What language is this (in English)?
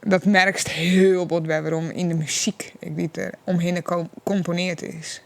Western Frisian